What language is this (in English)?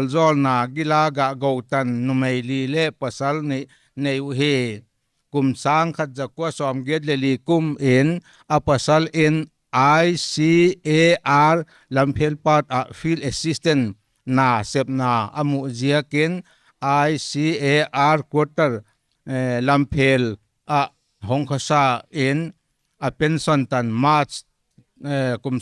Paite Chin